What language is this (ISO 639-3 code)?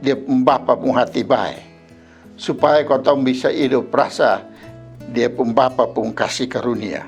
mkn